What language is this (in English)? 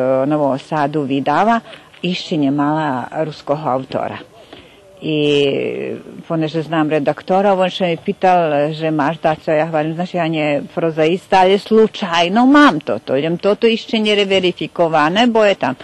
Rusyn